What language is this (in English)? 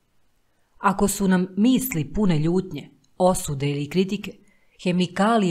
Serbian